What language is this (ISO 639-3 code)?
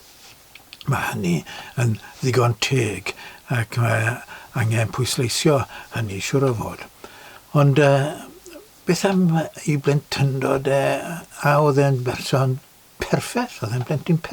cym